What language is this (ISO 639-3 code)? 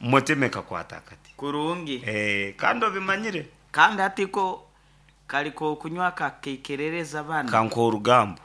nyn